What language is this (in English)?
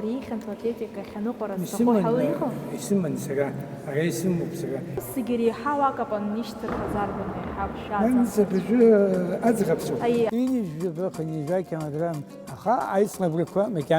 Abkhazian